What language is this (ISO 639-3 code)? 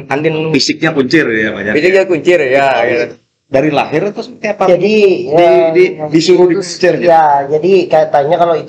ind